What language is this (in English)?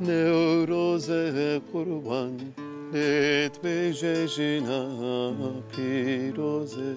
Kurdish